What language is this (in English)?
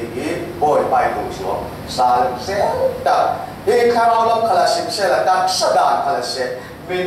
Falam Chin